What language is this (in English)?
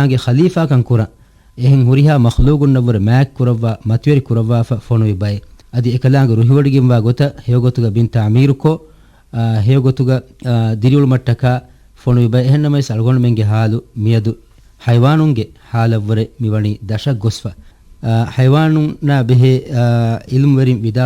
Divehi